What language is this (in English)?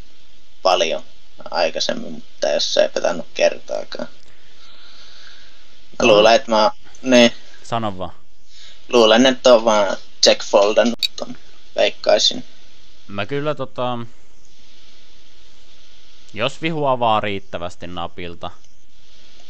Finnish